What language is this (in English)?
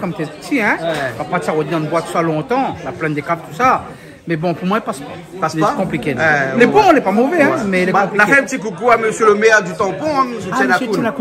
Réunion Creole French